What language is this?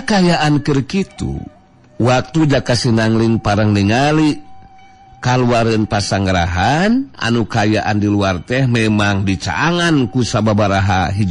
Sundanese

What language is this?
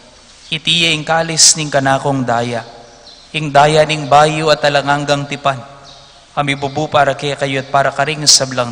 Pampanga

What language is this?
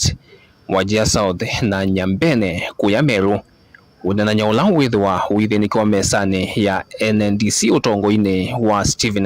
Kamba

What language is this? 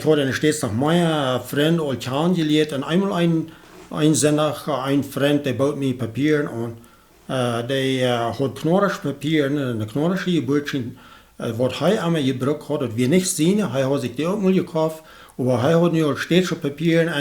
Plautdietsch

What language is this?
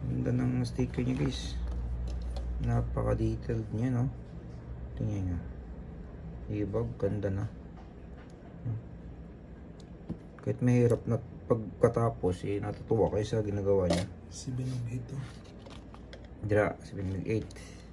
Filipino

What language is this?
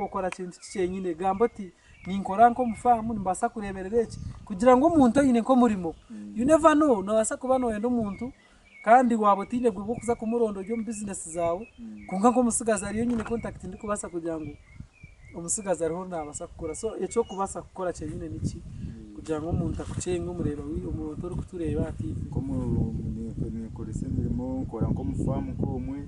Nyankole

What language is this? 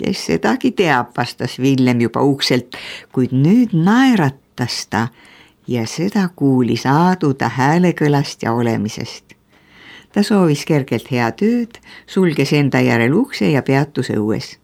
Estonian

